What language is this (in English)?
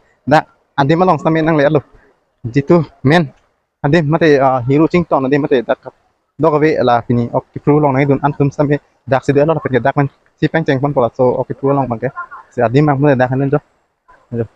Karbi